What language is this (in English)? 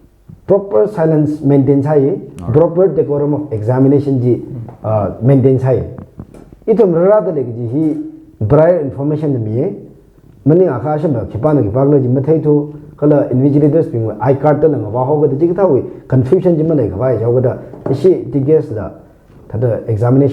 Tangkhul Naga (India)